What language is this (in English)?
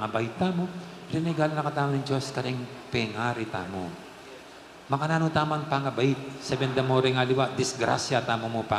Pampanga